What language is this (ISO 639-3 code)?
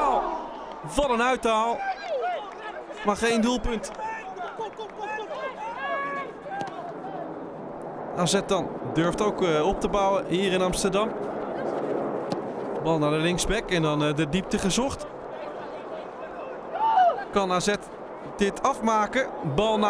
nld